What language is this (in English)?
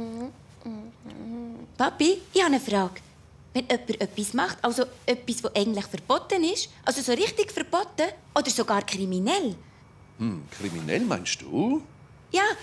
Swiss German